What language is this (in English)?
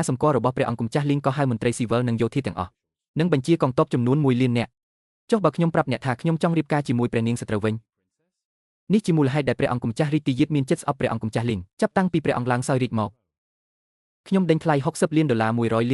Khmer